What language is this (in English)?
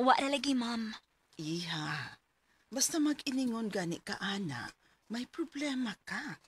Cebuano